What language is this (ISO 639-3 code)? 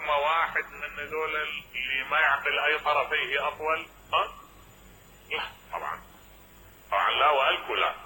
acm